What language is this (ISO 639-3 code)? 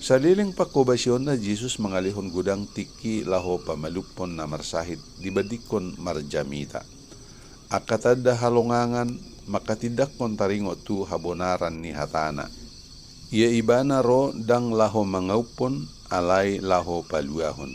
bbc